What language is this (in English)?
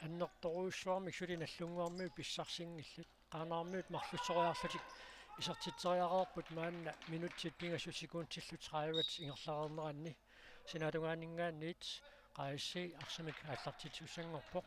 Kalaallisut